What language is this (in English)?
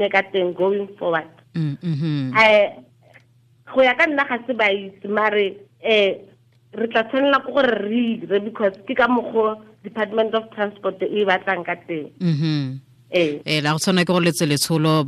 Tswana